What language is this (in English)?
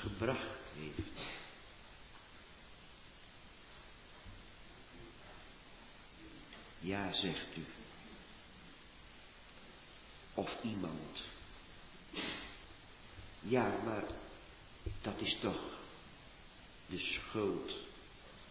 Dutch